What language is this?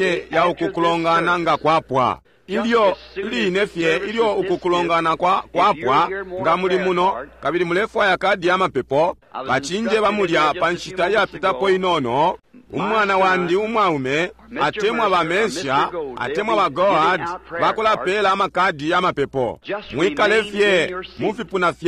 Bemba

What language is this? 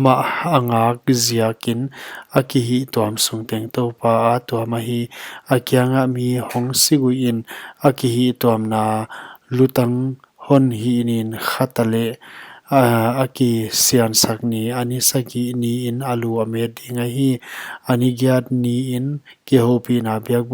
Paite Chin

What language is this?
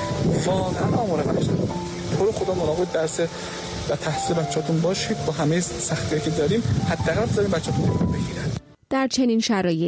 Persian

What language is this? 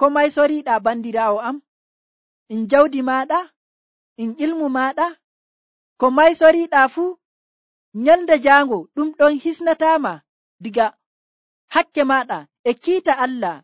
Nigerian Fulfulde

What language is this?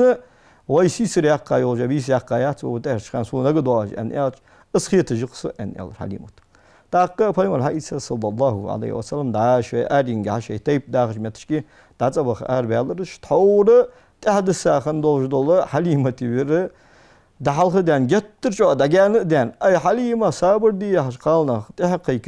Ingush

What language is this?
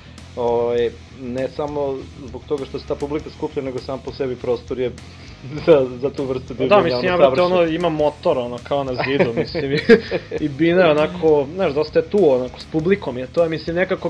Serbian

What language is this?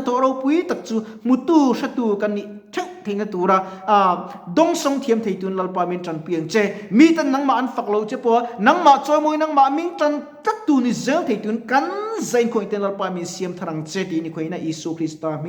Mizo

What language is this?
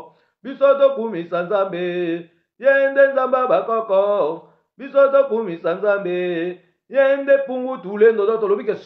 Lingala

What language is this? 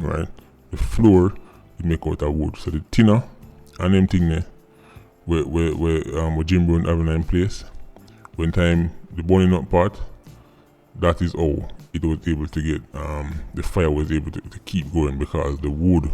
Jamaican Creole English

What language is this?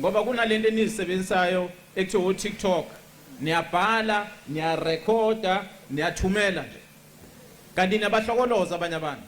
Zulu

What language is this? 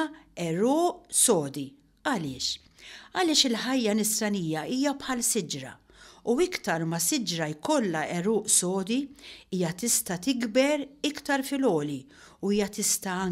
Maltese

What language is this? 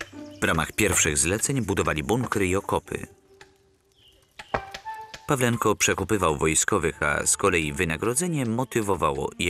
Polish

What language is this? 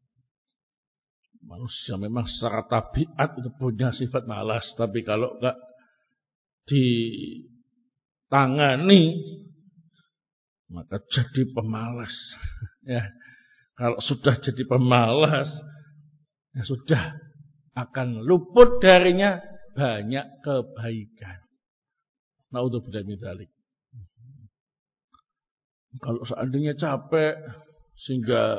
Indonesian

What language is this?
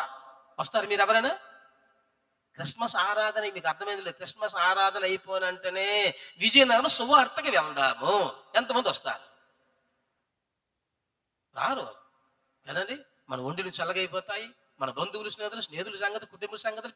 Telugu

